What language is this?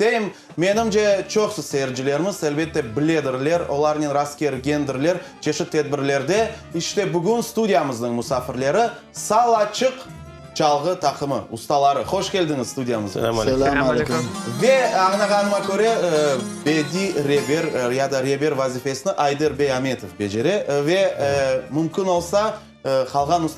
Crimean Tatar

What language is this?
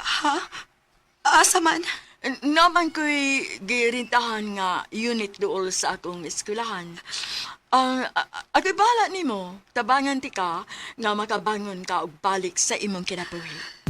Cebuano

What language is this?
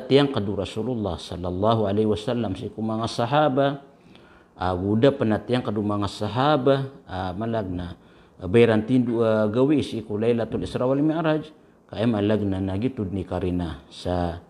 Maranao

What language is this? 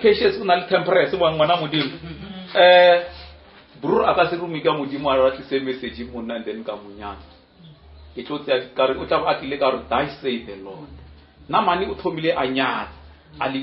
Northern Sotho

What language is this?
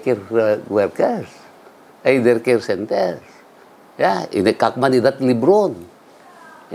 Iloko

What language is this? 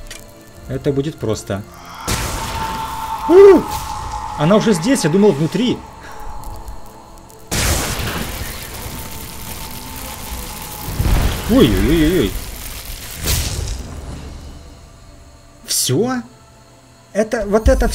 Russian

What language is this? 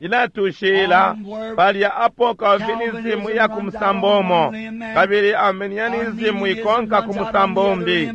Bemba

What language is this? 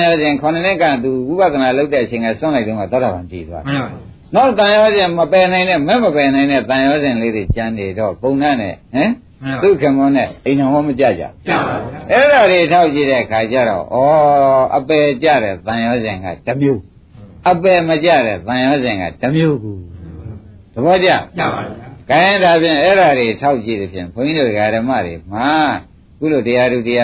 Burmese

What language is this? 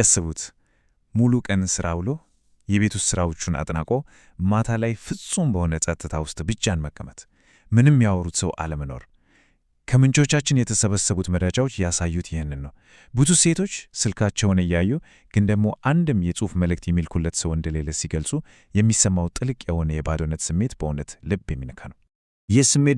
Amharic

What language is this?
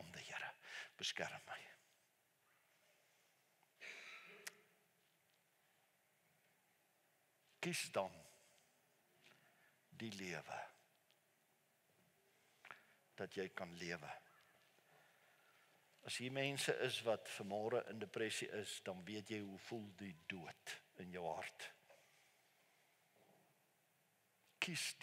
Afrikaans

